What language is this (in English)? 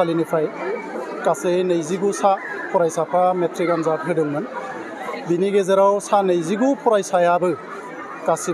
Bodo